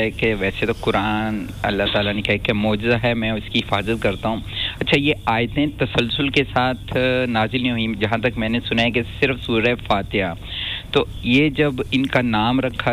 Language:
Urdu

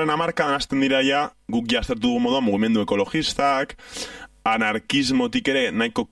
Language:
Basque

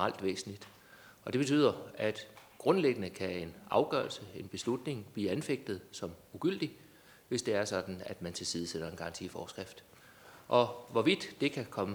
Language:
Danish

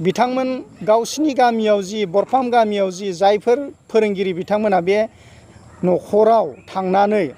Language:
Bodo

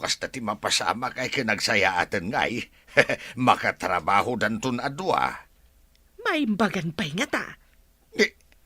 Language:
Iloko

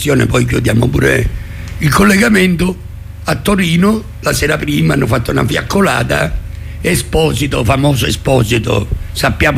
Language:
Italian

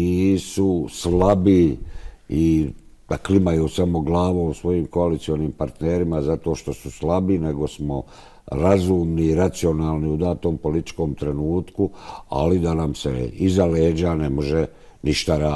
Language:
Bosnian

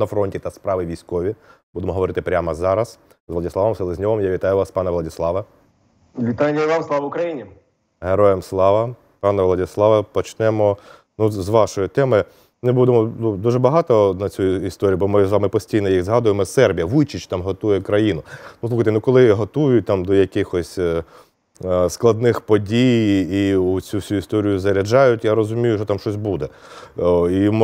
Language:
Ukrainian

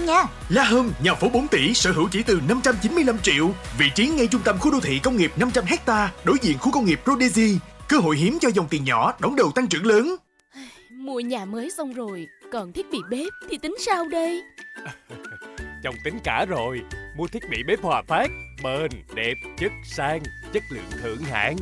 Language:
Vietnamese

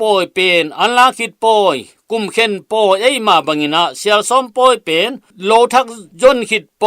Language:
Tedim Chin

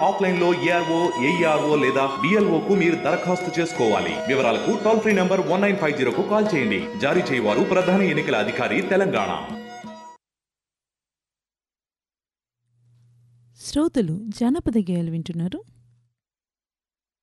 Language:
Telugu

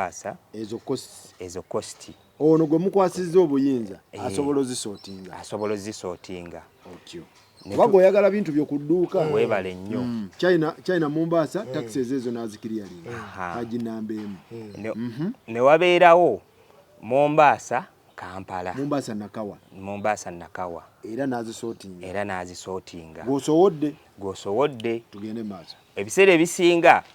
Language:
Ganda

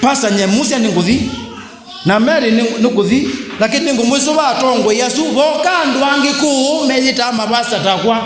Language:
Kamba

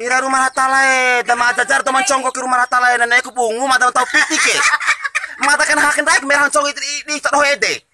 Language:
Bima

